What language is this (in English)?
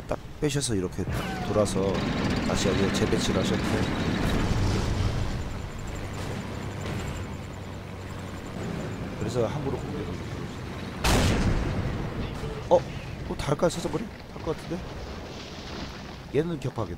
Korean